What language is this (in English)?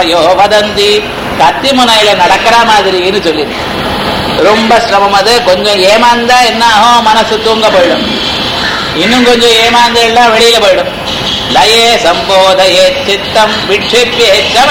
Tamil